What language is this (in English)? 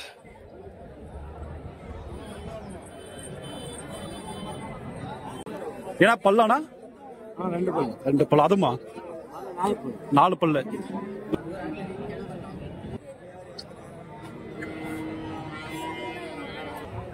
Tamil